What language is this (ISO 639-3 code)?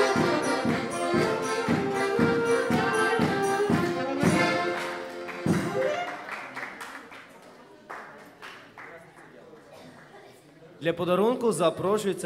ukr